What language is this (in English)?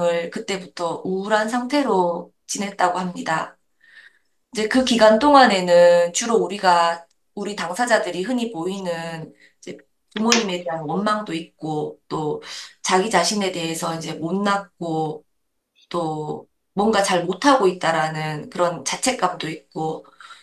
Korean